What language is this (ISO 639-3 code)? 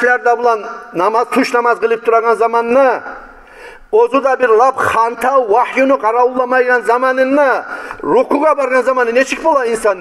kum